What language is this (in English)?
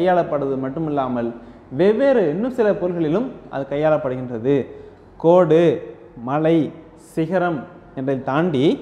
Tamil